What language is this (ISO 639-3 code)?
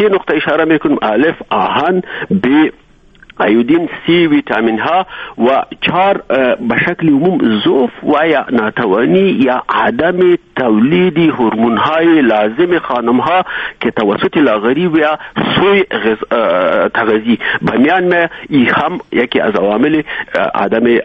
fas